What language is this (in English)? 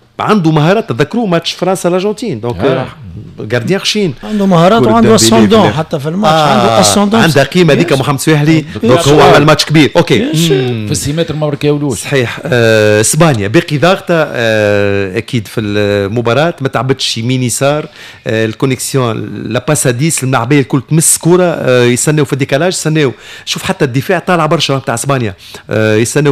Tunisian Arabic